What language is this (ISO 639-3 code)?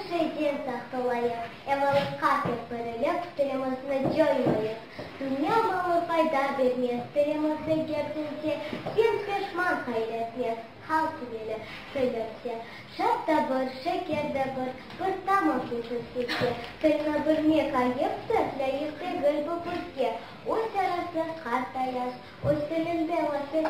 crh